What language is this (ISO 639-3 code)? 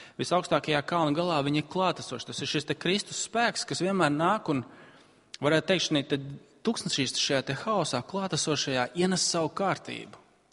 lav